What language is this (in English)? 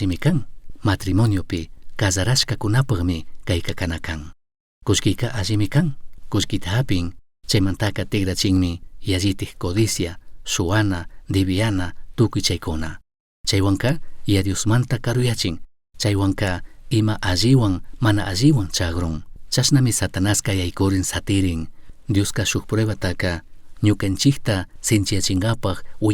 Chimborazo Highland Quichua